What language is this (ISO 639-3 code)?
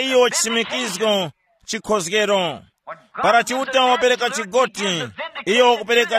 tum